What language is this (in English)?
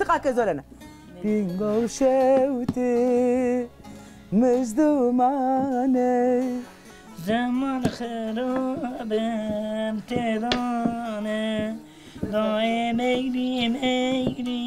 Zaza